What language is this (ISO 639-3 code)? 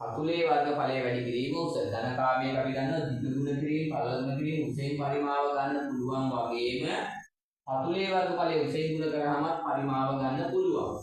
sin